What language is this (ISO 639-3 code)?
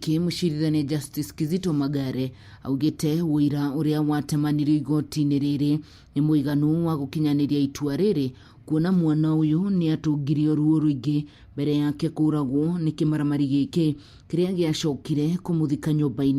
kik